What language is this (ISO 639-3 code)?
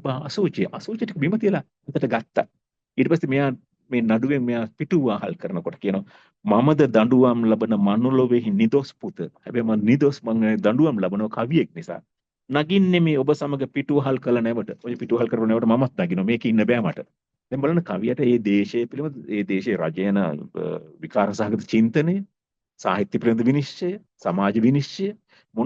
sin